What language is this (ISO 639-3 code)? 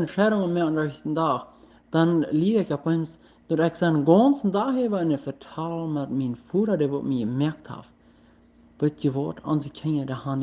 pdt